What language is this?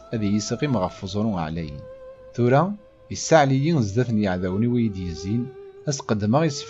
Kabyle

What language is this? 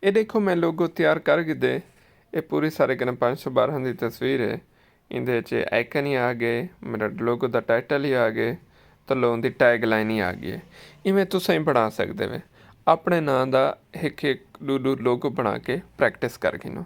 Saraiki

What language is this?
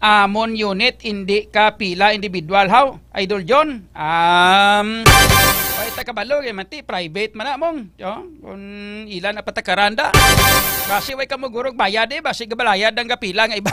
Hiligaynon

